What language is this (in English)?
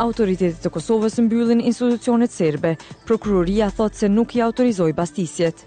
Albanian